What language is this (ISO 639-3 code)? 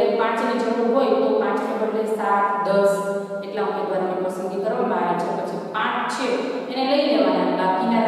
guj